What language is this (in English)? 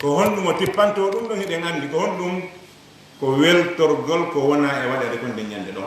Fula